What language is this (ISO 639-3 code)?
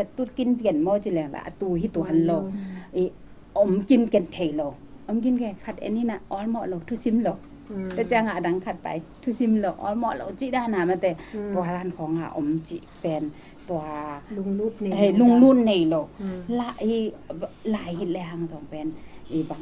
ctd